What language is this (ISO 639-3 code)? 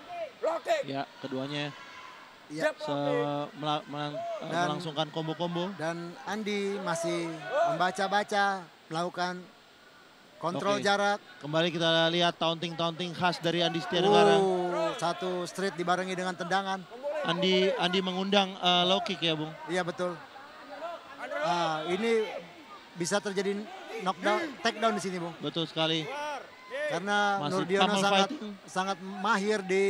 ind